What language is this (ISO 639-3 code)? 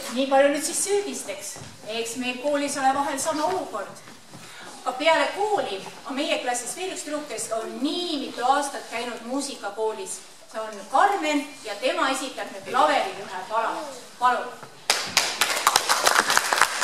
est